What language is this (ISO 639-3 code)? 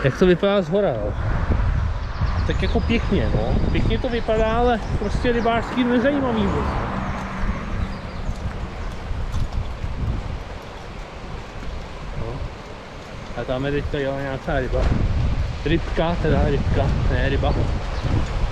ces